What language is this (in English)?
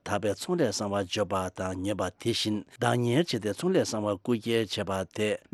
Tibetan